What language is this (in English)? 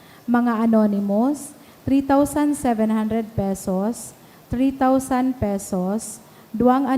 Bikol